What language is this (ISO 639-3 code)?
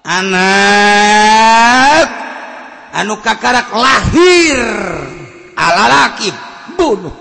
sun